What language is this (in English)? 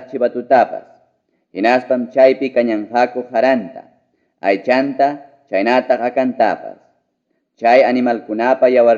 Ayacucho Quechua